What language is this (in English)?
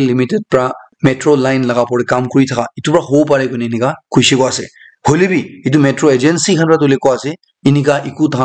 Naga Pidgin